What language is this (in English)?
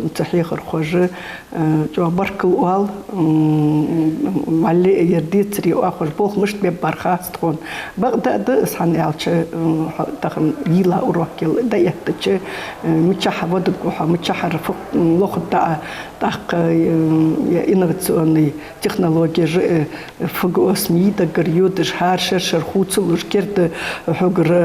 Ingush